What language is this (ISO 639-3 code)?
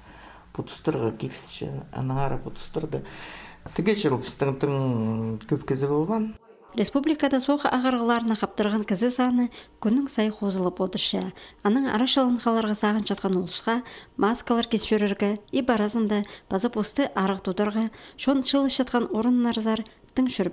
kjh